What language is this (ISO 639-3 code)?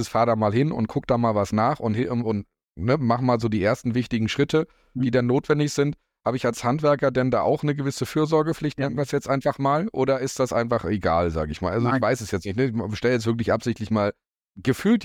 deu